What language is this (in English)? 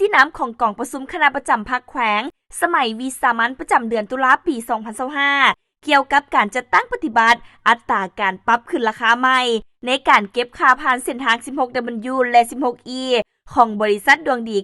Lao